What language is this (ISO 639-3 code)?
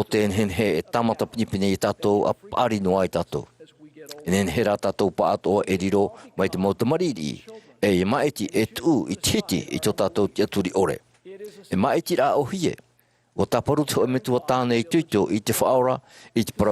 tah